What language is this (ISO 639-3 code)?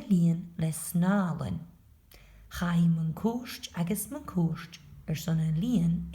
gla